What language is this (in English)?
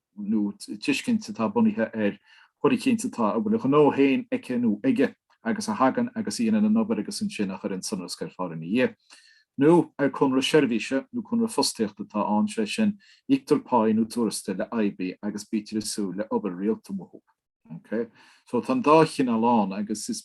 Irish